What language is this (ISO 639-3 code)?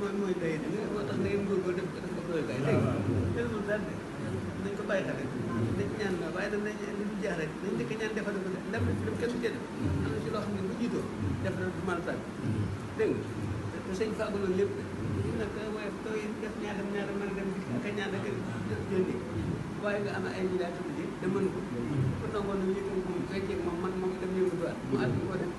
wol